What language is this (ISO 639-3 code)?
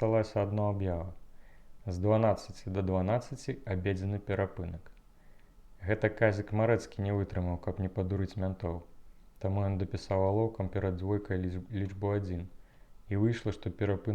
bel